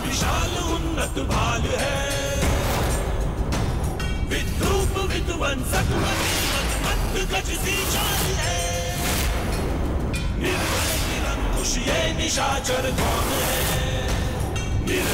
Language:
Bhojpuri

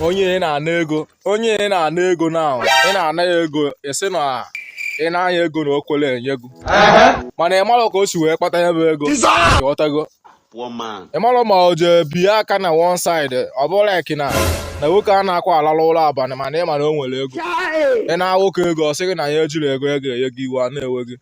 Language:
Igbo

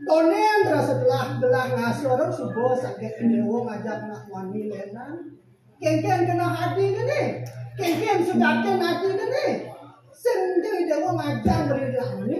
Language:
Balinese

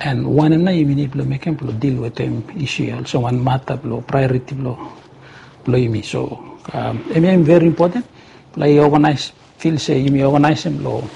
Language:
Bislama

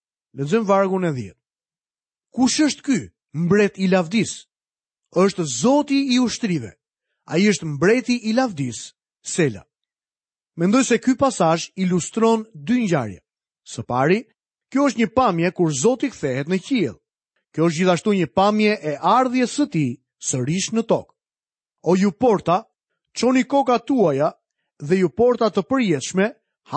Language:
Albanian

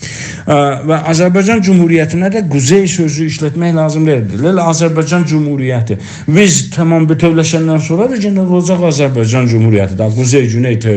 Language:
South Azerbaijani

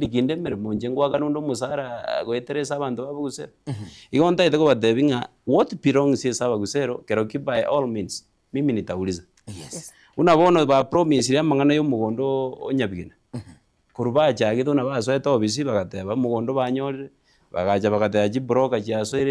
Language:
Gusii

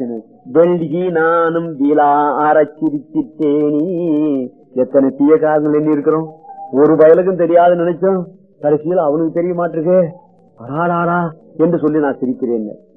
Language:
Tamil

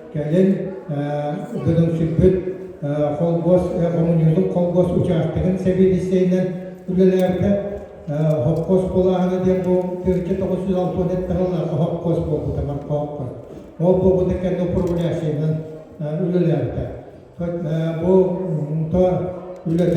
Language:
Yakut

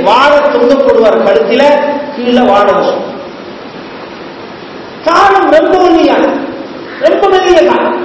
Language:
Tamil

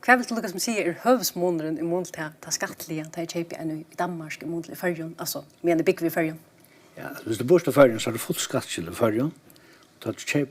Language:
Faroese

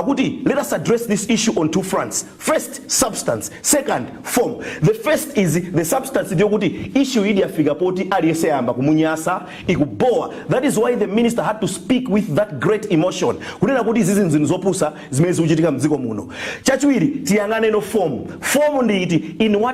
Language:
Nyanja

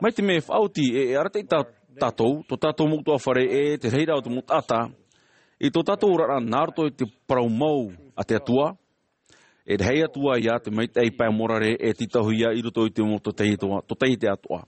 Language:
Tahitian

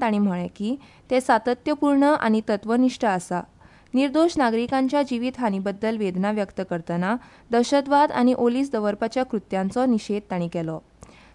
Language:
Konkani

